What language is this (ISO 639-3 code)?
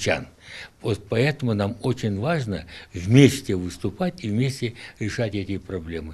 crh